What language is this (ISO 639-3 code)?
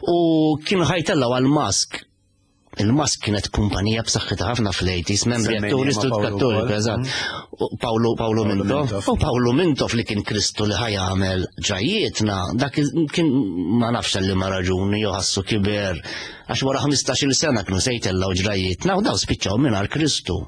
mlt